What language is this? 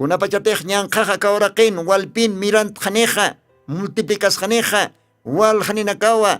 Aymara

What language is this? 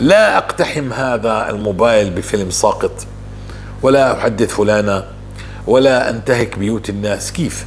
North Levantine Arabic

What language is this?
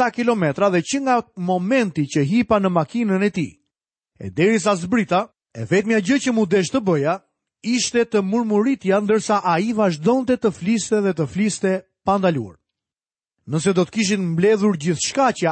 Albanian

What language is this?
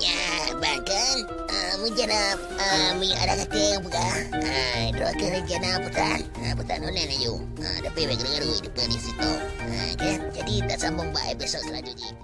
Achinese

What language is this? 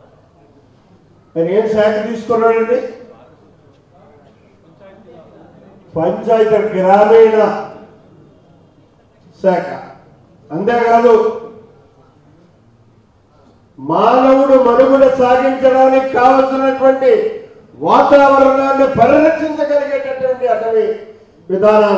Telugu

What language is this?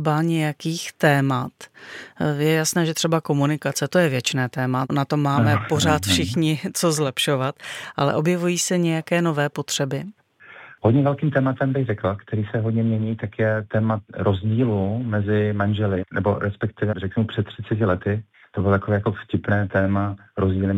Czech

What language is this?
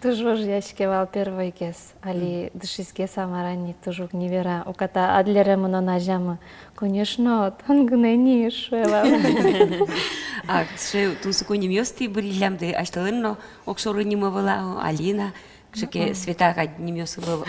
Udmurt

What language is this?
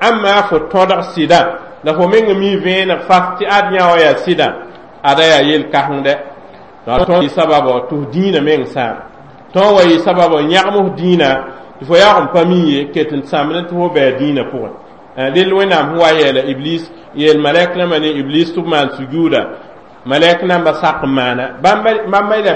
Mossi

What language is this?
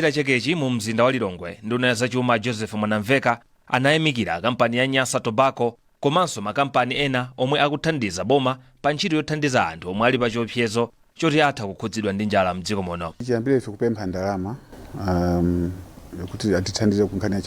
Nyanja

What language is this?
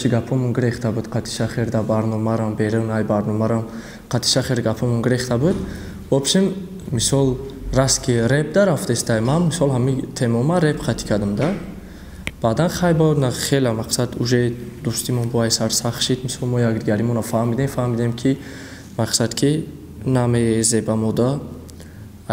Tajik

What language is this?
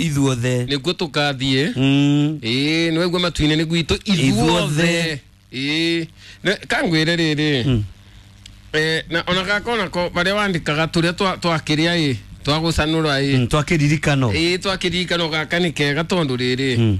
Kikuyu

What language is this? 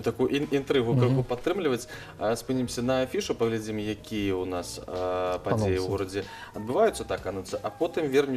Belarusian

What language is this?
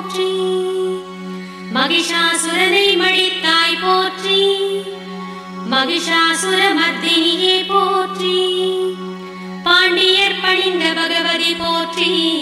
Tamil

